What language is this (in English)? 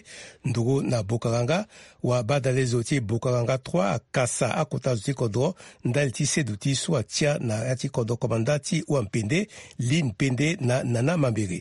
Sango